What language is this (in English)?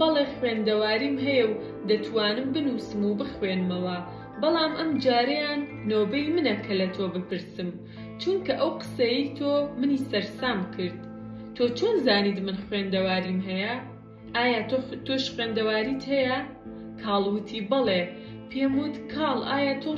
Central Kurdish